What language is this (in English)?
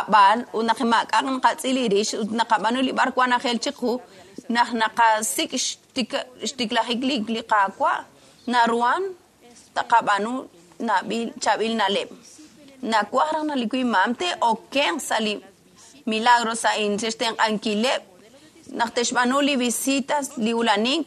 Kekchí